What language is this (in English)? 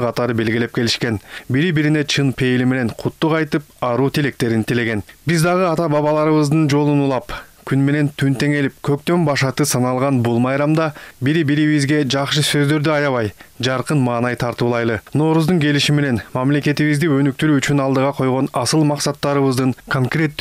Kyrgyz